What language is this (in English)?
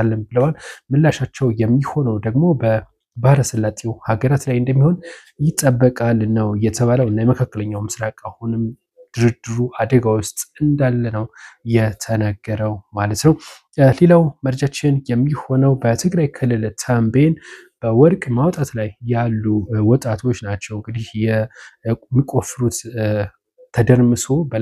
Amharic